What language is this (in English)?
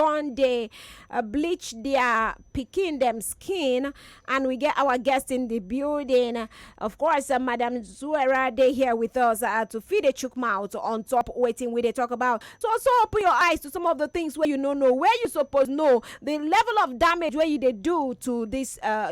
Nigerian Pidgin